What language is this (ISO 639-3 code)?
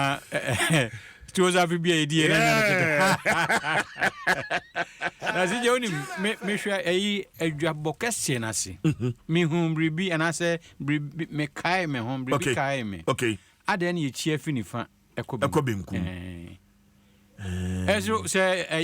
aka